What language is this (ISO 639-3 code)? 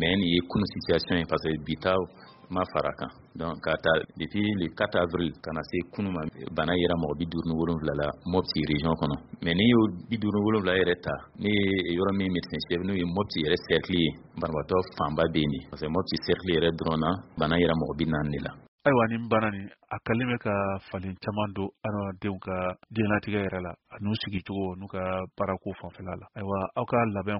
bam